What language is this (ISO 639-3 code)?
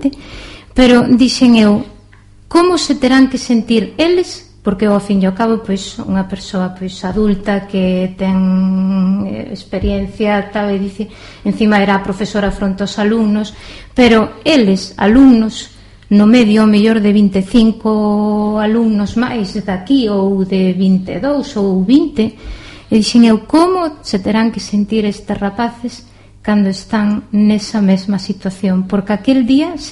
glg